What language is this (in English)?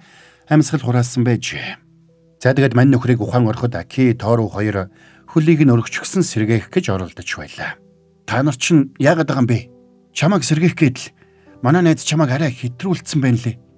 Mongolian